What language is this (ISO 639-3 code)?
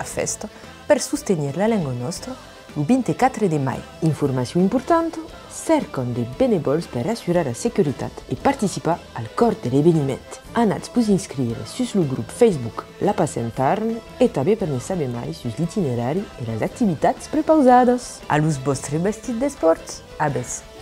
oci